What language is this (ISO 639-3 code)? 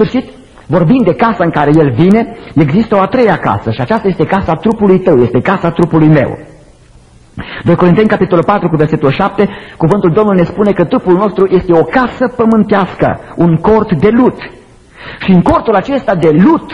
ron